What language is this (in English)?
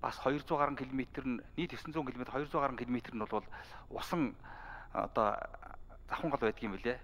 Mongolian